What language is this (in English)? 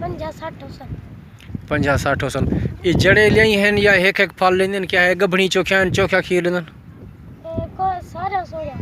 Saraiki